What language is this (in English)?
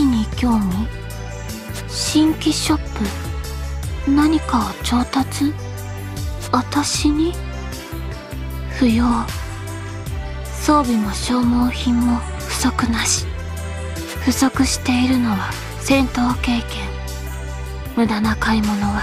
Japanese